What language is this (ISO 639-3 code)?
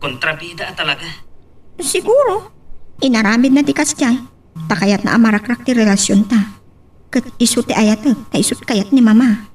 ilo